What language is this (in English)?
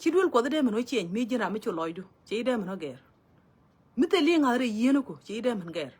Nuer